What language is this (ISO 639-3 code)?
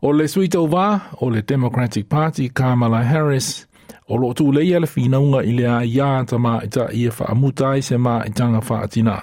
smo